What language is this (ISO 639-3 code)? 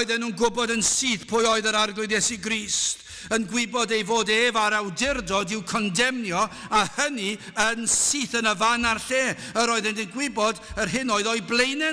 cym